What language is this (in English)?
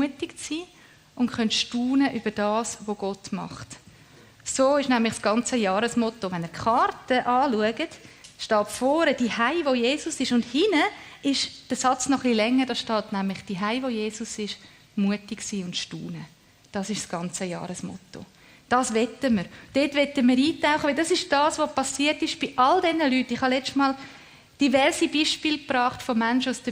Swiss German